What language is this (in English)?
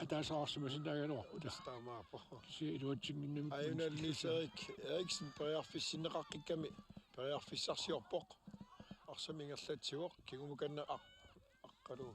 Kalaallisut